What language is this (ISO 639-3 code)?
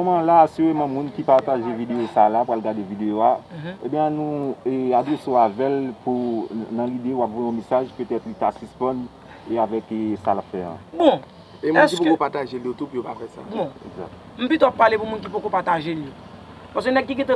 hat